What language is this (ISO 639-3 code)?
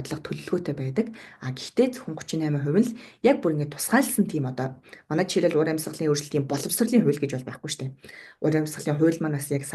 mon